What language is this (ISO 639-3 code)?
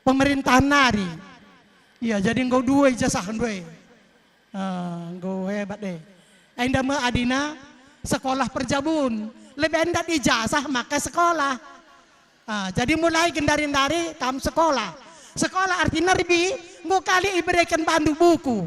btx